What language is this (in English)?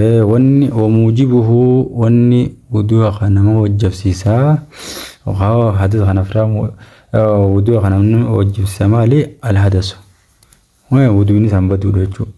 Oromo